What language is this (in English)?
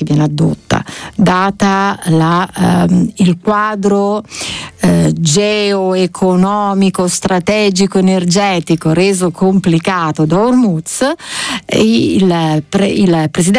Italian